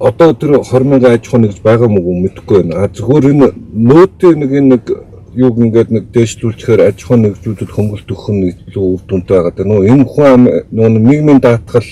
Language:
Mongolian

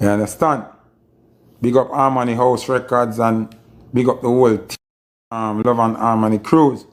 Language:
Jamaican Creole English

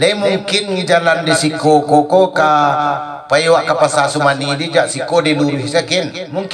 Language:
Minangkabau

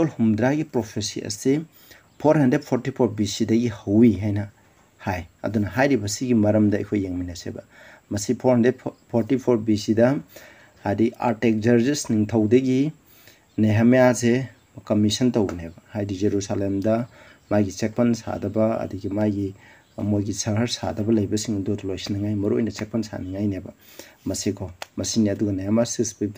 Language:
Manipuri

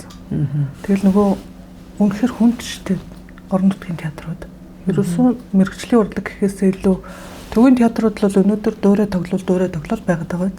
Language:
Mongolian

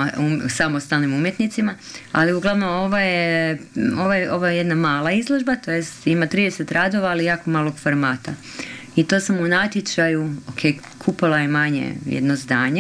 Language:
Croatian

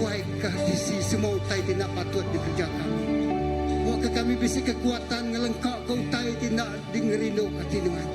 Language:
Iban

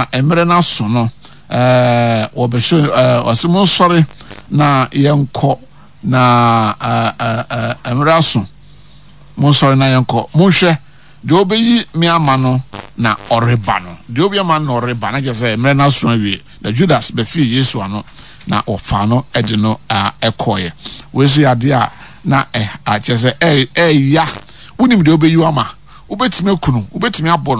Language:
Akan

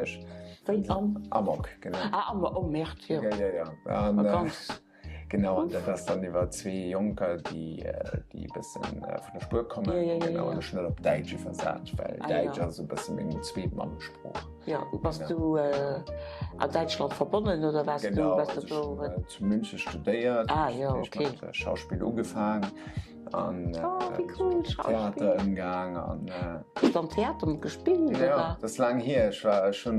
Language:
Luxembourgish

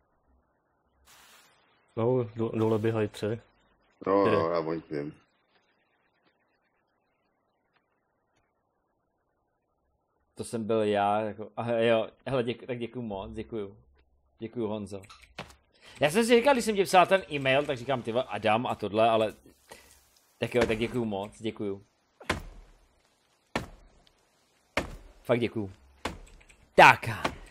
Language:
Czech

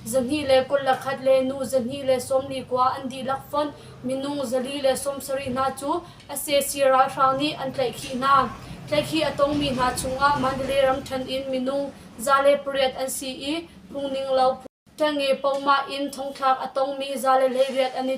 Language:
Hakha Chin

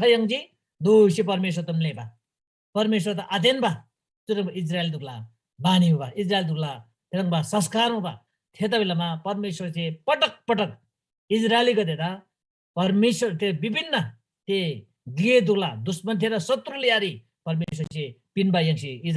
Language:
Eastern Tamang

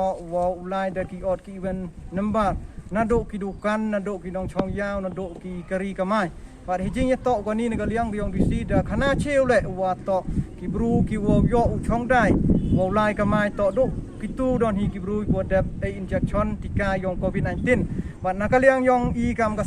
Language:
Pnar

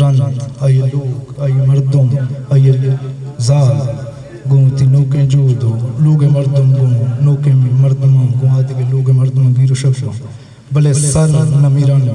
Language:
Eastern Balochi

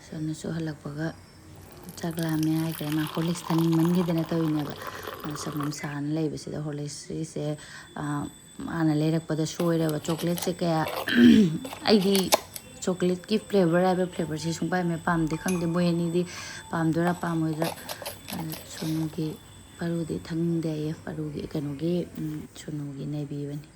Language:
Manipuri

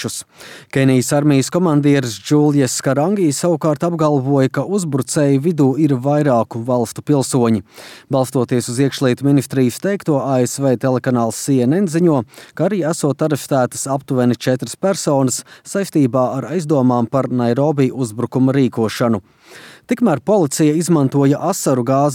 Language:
Latvian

